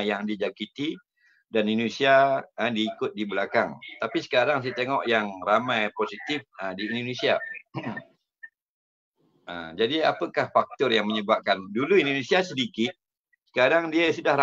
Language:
Malay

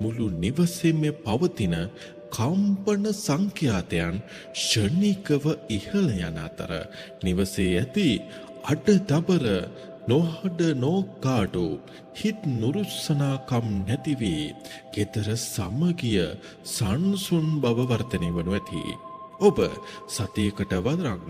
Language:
Sinhala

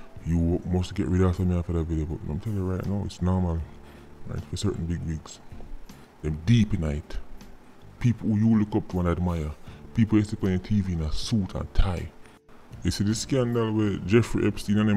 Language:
Jamaican Creole English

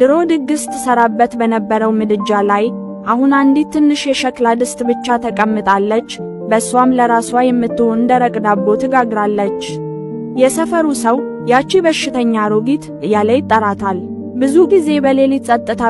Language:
Amharic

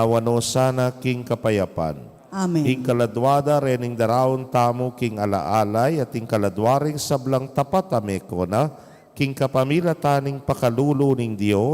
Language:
Pampanga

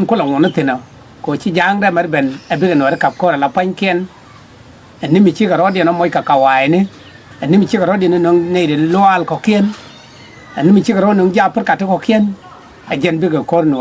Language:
Nuer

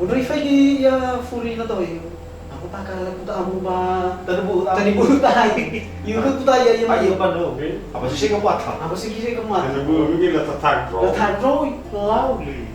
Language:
Nias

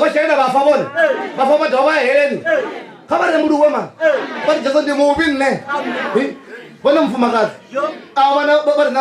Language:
Venda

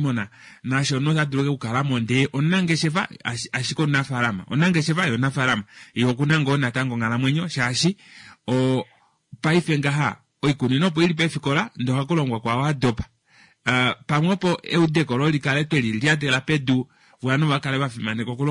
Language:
Kuanyama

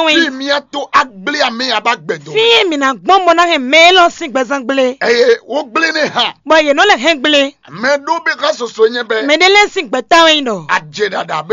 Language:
Fon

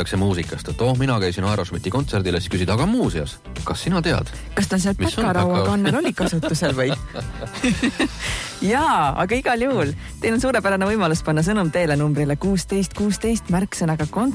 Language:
Estonian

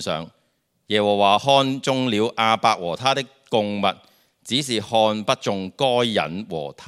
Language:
Cantonese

